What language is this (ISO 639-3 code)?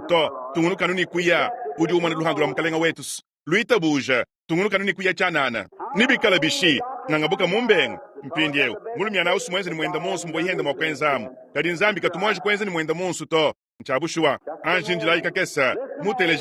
lua